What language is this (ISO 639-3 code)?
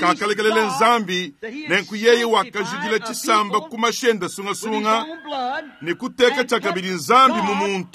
lua